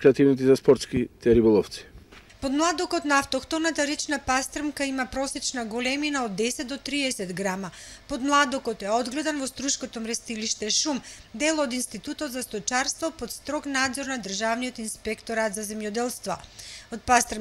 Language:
Macedonian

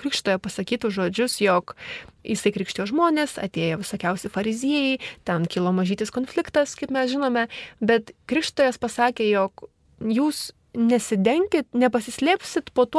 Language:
Lithuanian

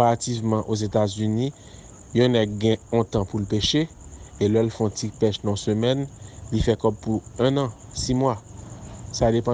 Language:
Haitian Creole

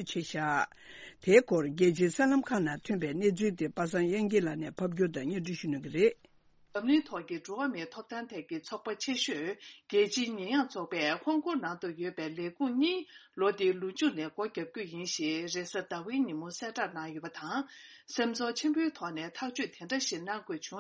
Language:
Tibetan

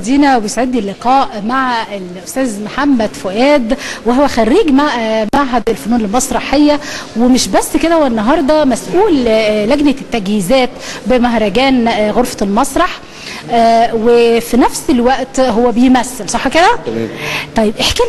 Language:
Egyptian Arabic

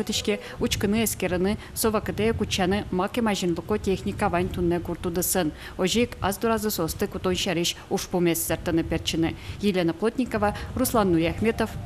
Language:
Udmurt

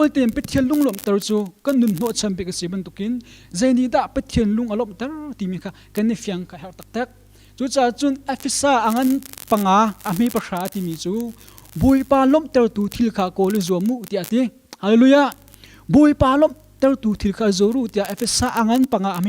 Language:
Hakha Chin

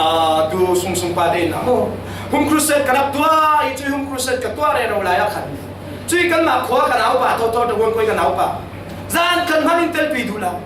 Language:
Falam Chin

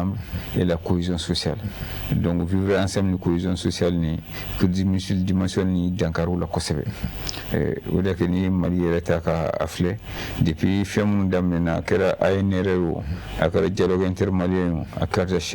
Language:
Bambara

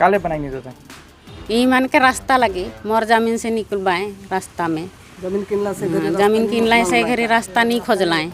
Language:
Sadri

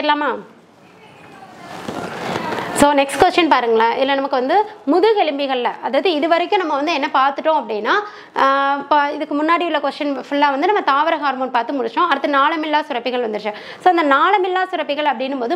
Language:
Tamil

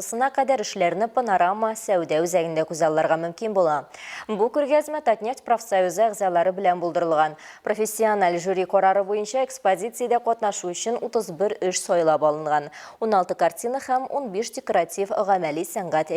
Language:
Tatar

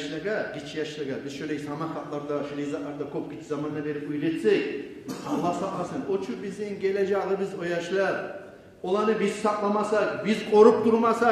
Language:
Kumyk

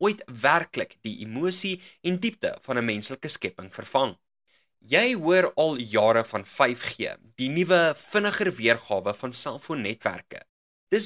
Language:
Afrikaans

